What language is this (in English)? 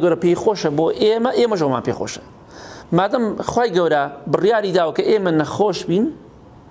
Central Kurdish